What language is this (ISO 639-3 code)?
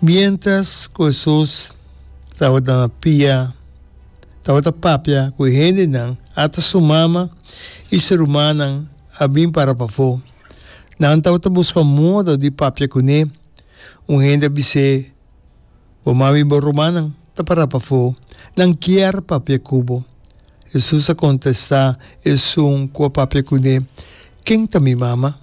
pap